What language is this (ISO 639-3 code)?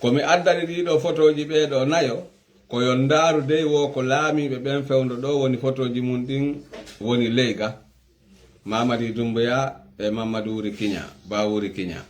ful